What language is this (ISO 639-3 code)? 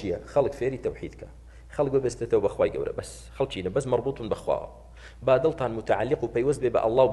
ckb